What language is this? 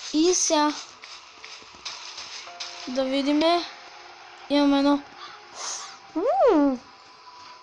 Bulgarian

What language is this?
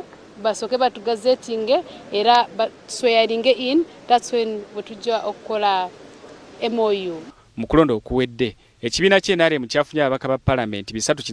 Ganda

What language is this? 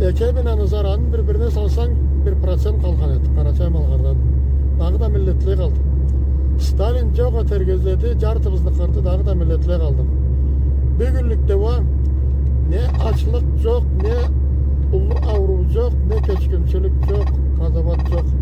Karachay-Balkar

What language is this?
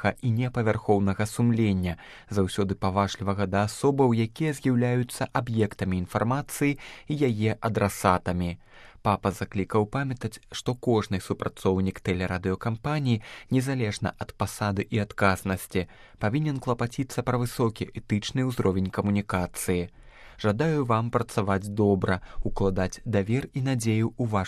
Belarusian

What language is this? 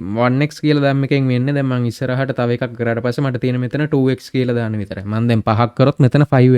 Sinhala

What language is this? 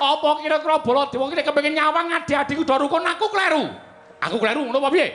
Javanese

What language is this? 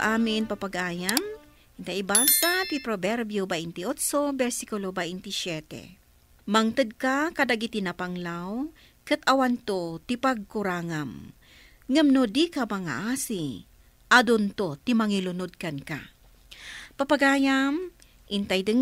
Iloko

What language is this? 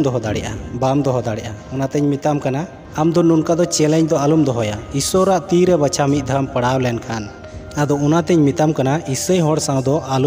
Santali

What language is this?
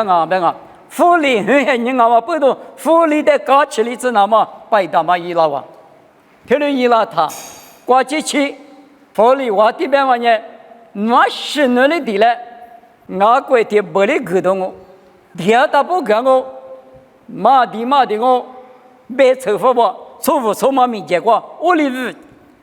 Lisu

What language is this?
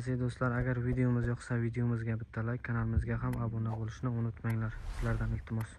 Uzbek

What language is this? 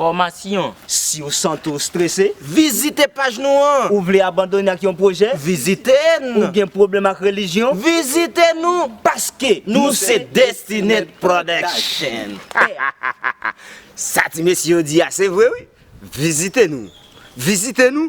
Haitian Creole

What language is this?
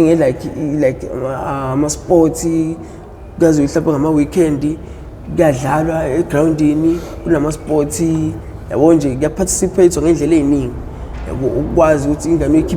Zulu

